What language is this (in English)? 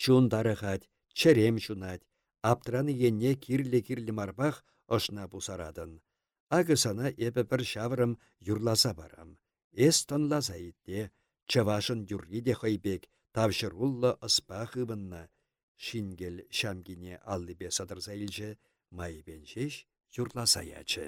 Chuvash